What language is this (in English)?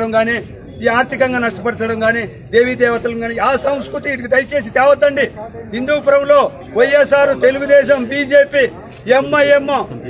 Telugu